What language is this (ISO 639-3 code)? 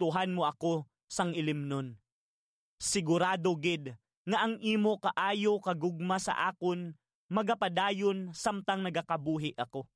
hil